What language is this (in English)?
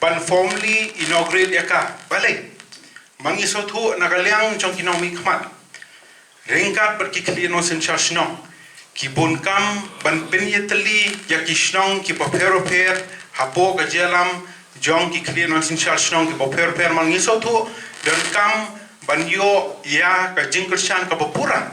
Khasi